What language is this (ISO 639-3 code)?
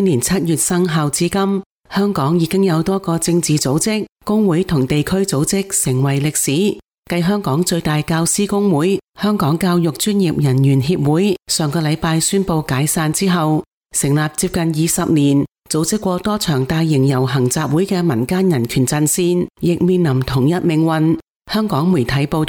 yue